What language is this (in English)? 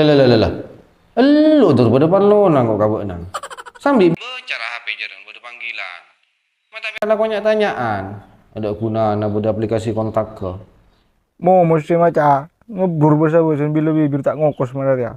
Madurese